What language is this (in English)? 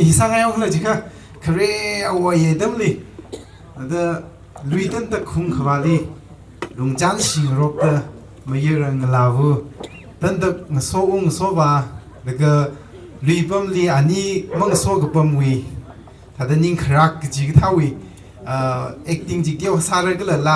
Tangkhul Naga (India)